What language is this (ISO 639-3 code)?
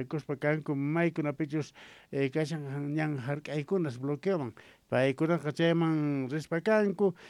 quh